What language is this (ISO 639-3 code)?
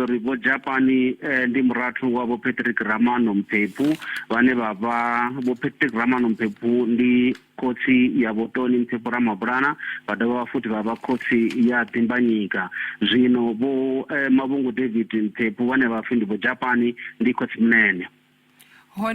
ven